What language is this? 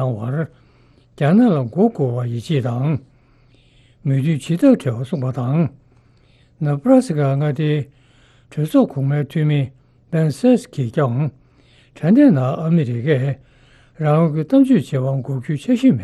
Tibetan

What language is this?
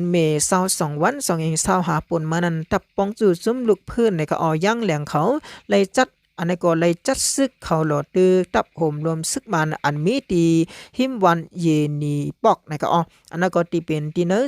Shan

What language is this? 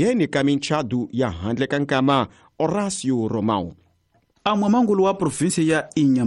Tsonga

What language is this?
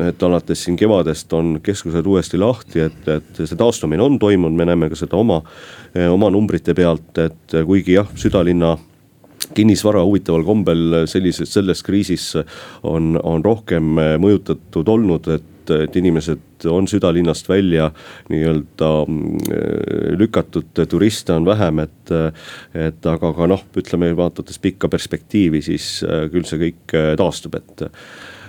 Estonian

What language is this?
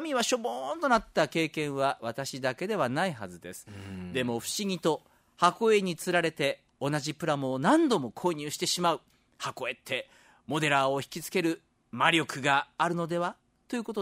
Japanese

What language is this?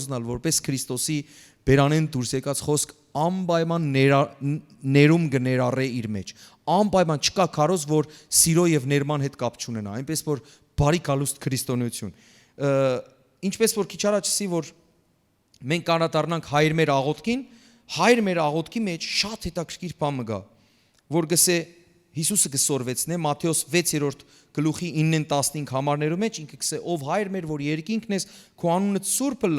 Western Armenian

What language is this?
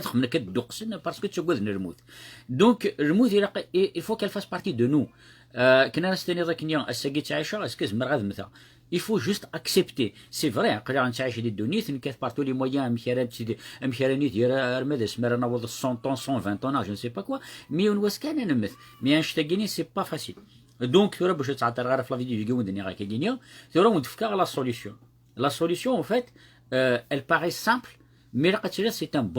Kabyle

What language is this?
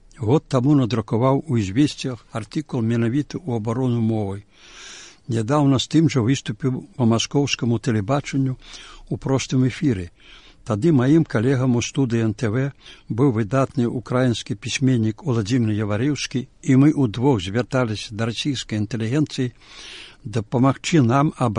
Belarusian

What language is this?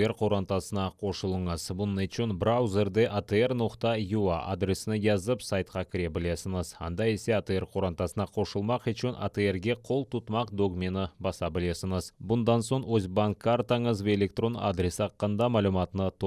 Crimean Tatar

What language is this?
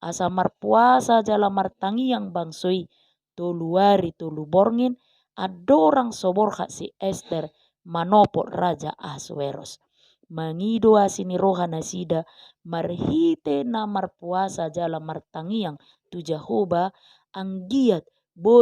Batak Toba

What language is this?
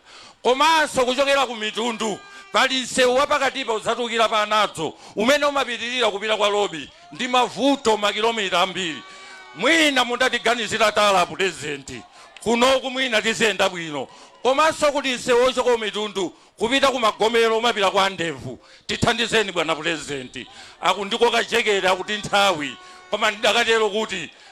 Nyanja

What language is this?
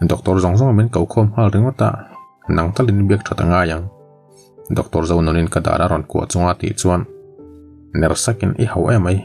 Mizo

